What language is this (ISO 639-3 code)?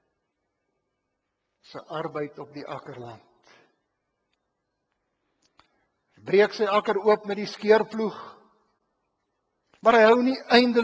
afr